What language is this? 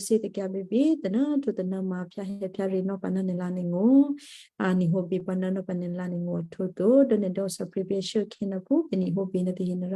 Western Kayah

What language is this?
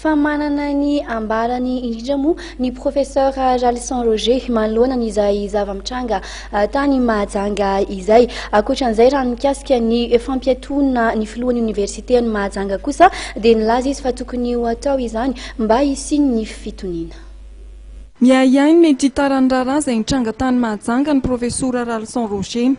Malagasy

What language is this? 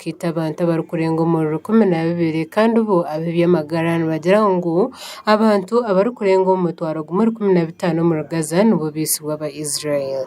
Nyankole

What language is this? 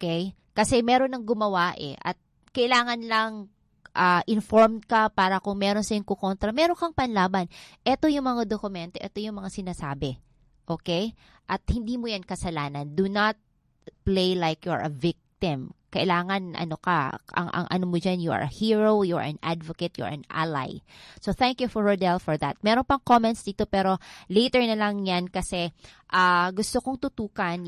Filipino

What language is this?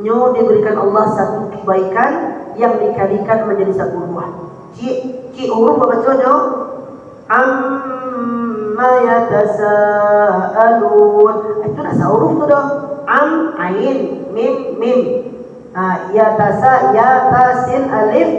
Minangkabau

